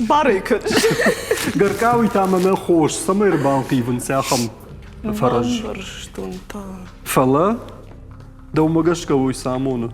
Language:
Ossetic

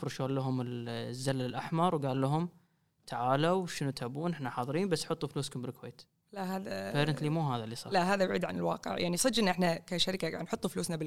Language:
Gulf Arabic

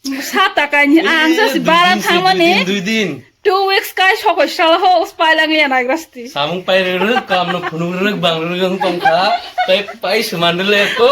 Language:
Kok Borok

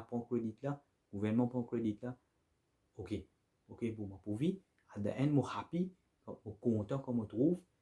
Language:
Morisyen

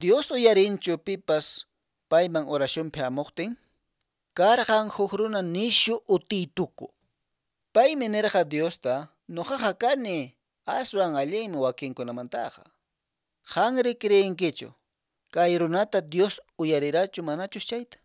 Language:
Quechua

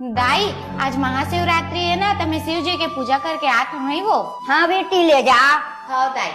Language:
Chhattisgarhi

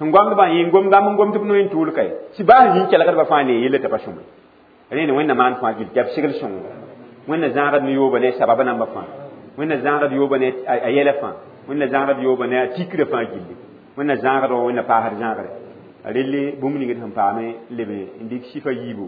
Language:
Mossi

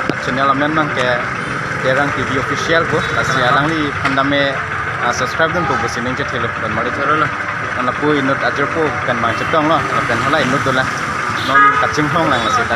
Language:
Karbi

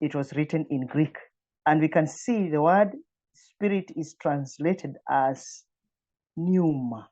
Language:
English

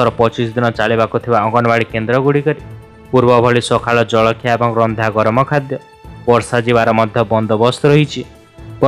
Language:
Odia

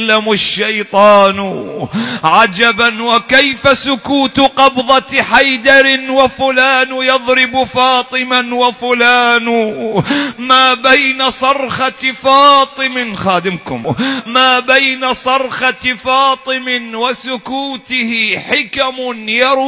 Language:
Arabic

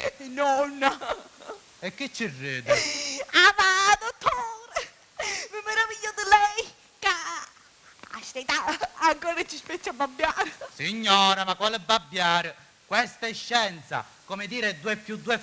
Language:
Sicilian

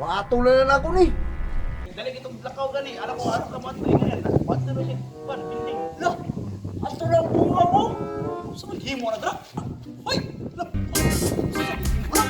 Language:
Cebuano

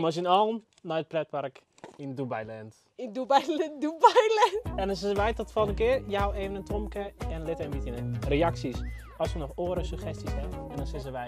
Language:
Western Frisian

